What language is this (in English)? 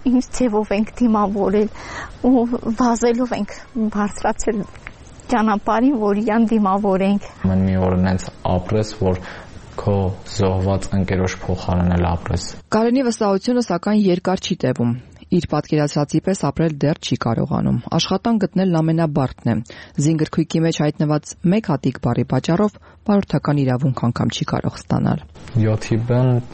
Armenian